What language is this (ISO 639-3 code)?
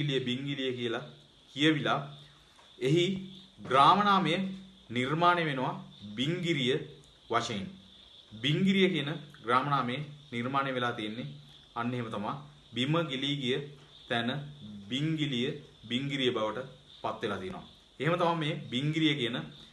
sin